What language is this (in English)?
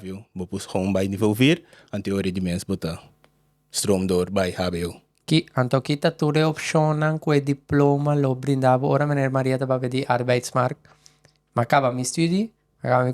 Papiamento